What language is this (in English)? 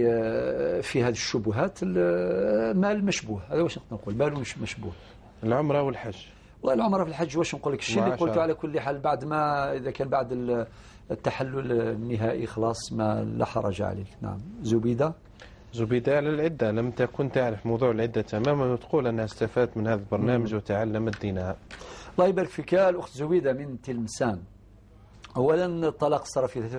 Algerian Arabic